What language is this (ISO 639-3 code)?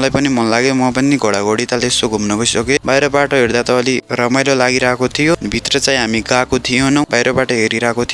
nep